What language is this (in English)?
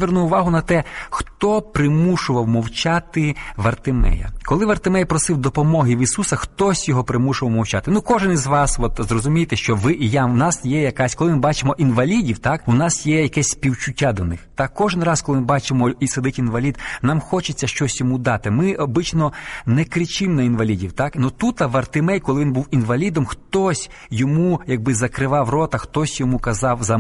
Ukrainian